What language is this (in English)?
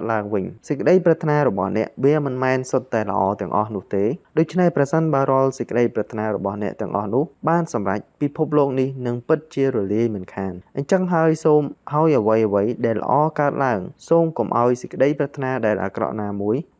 Khmer